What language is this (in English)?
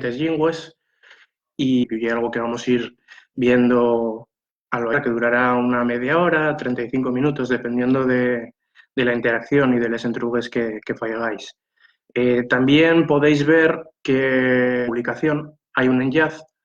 Asturian